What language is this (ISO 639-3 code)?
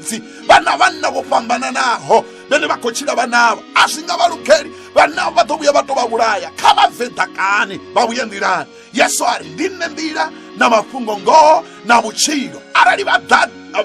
ven